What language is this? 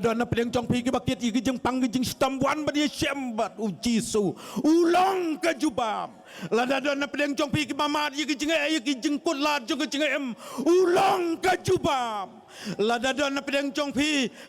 Khasi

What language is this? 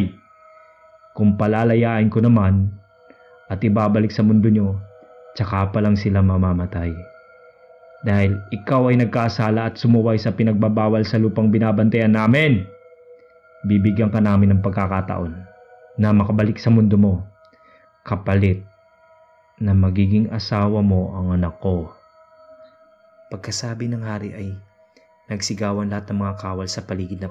Filipino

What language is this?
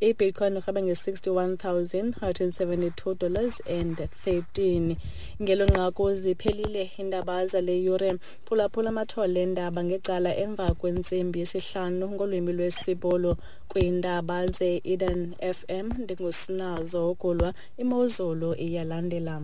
Xhosa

